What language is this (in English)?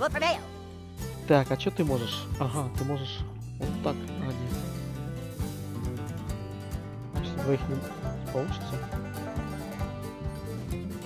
Russian